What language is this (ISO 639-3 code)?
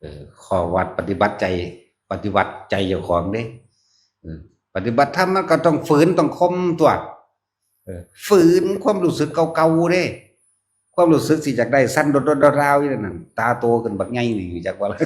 tts